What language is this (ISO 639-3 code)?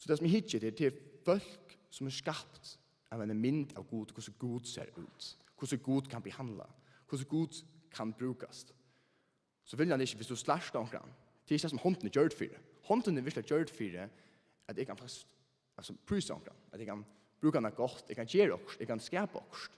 fao